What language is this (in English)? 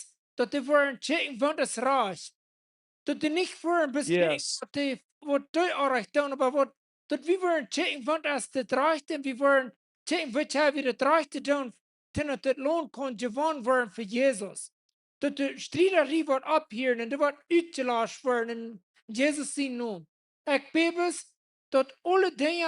Plautdietsch